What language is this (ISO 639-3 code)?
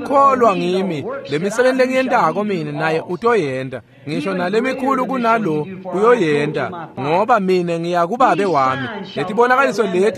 ssw